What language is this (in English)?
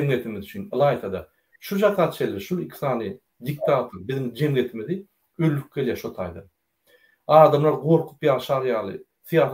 Turkmen